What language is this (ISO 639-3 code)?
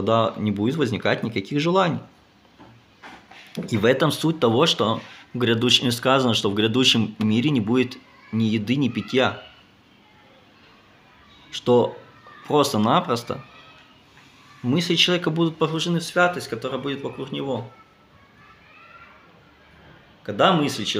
rus